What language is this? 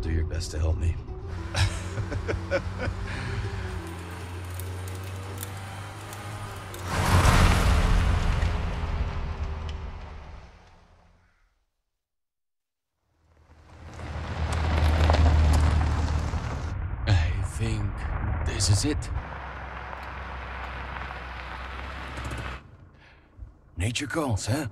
Japanese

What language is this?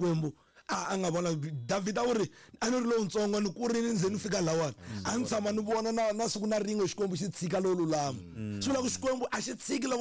Tsonga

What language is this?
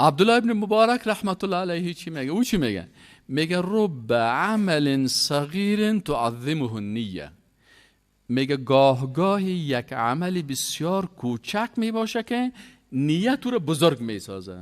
Persian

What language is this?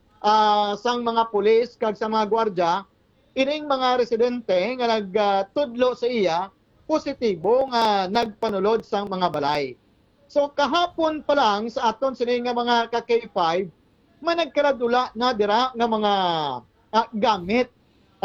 Hiligaynon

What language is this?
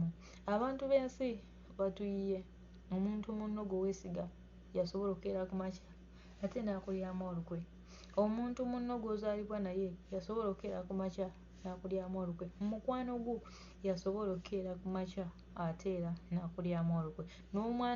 Ganda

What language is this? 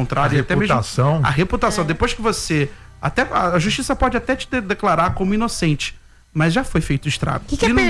Portuguese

